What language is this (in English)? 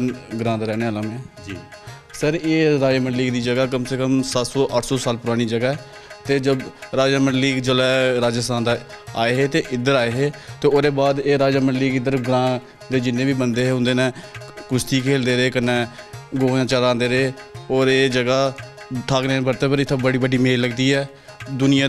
Dogri